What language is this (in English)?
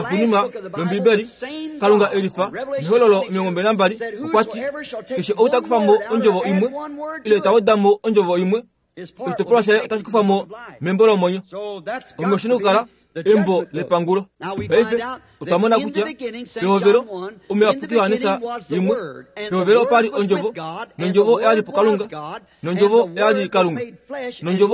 Kuanyama